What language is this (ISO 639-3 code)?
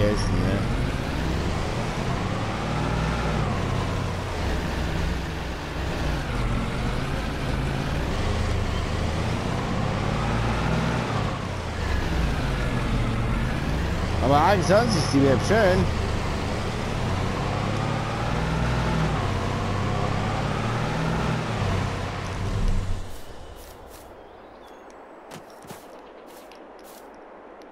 deu